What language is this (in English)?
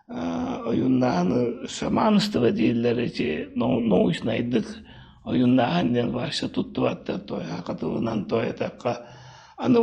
Yakut